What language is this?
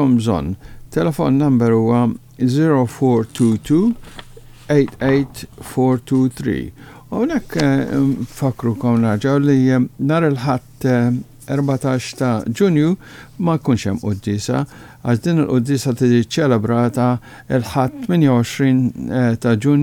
Maltese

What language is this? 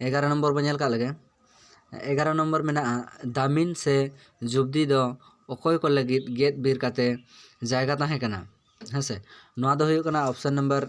Santali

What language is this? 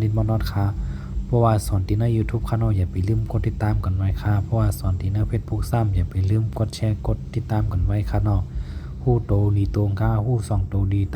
Shan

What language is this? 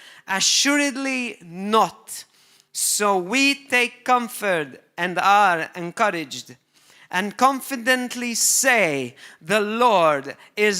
English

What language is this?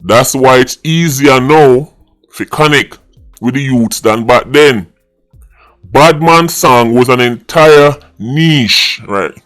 Jamaican Creole English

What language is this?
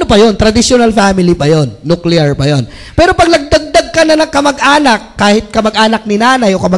Filipino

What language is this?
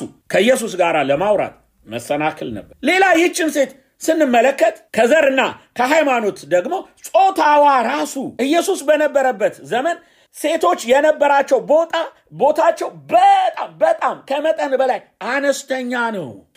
Amharic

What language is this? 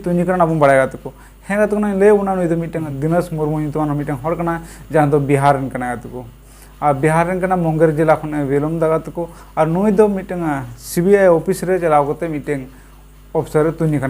Santali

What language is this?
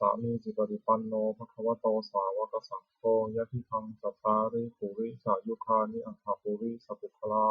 Pali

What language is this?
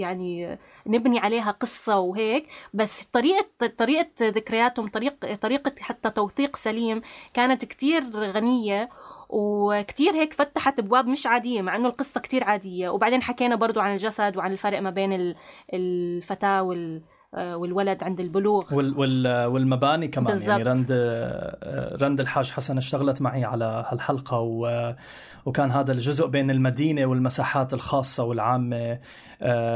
North Levantine Arabic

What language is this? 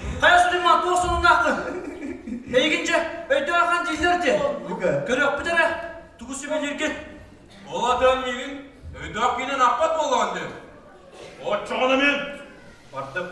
Yakut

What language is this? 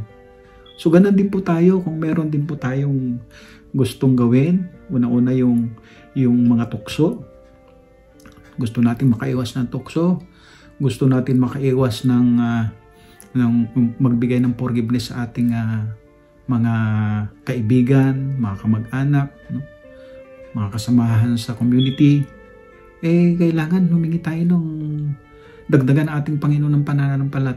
Filipino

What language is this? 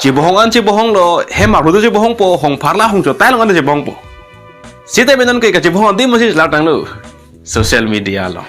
Karbi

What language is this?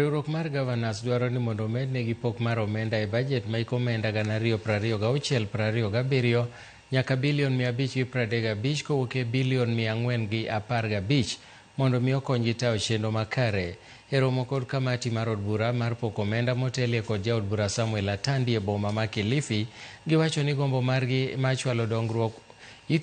Luo (Kenya and Tanzania)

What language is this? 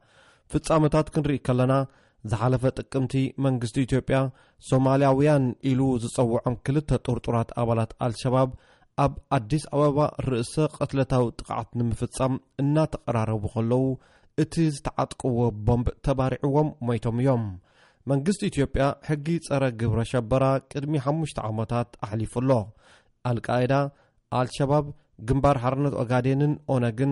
Tigrinya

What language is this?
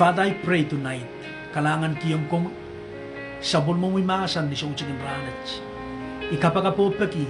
Pohnpeian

